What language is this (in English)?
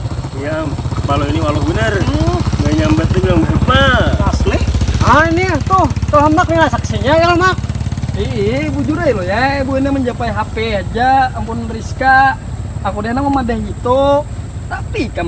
Banjar